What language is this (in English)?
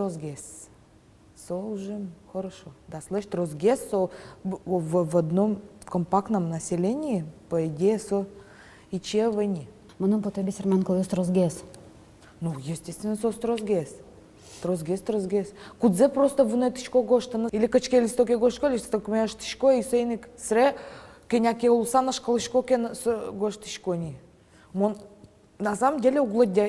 Udmurt